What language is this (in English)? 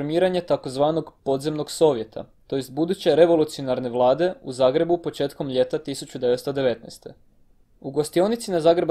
Croatian